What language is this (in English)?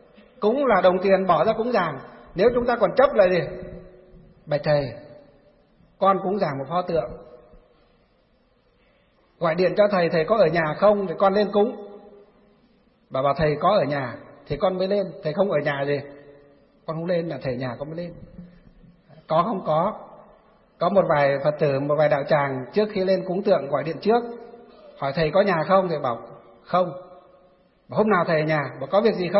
Vietnamese